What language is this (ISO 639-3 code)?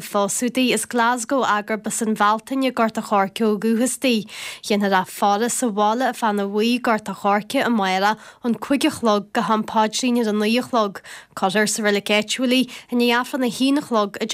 gle